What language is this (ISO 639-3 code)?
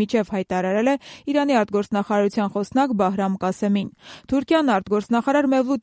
hye